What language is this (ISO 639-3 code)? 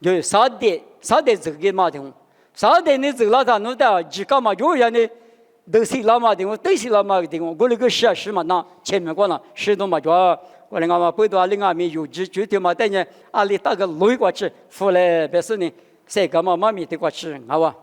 lis